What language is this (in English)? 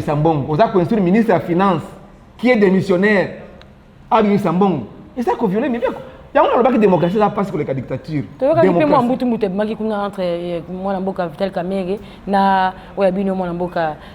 Lingala